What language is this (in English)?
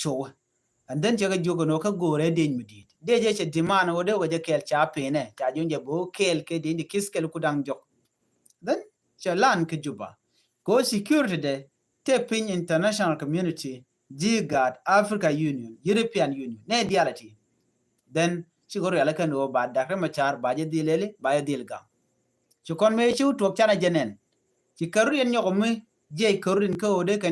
Nuer